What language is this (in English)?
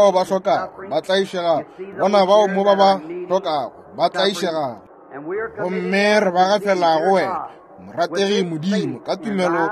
Northern Sotho